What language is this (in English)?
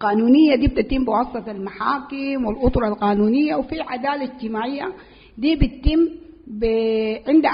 Sudanese Arabic